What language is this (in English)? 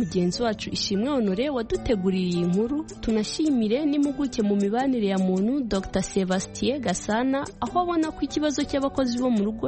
Kinyarwanda